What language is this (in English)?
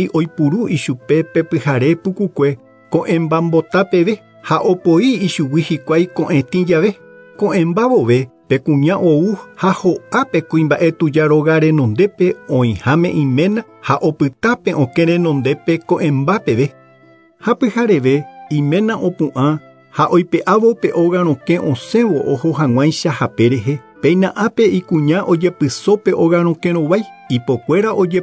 Guarani